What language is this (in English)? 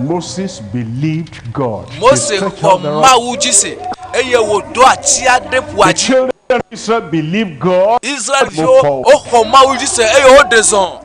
Ewe